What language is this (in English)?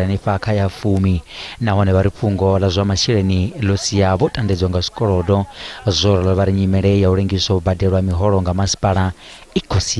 Venda